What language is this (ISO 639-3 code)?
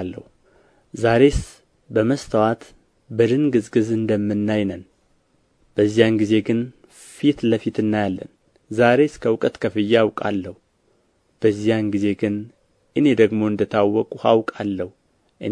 amh